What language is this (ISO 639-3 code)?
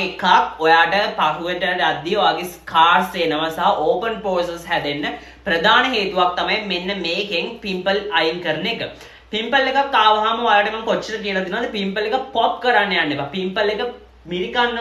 sin